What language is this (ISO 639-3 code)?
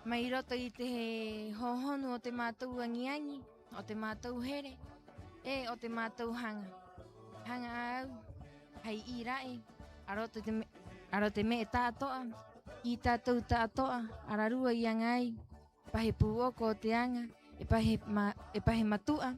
rap